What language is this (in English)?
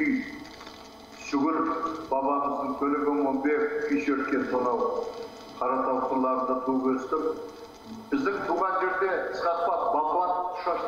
Kazakh